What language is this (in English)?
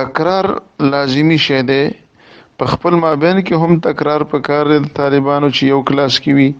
Pashto